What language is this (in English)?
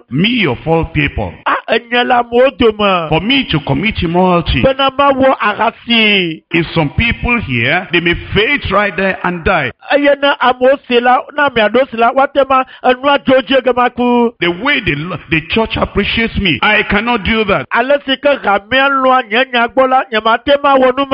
Ewe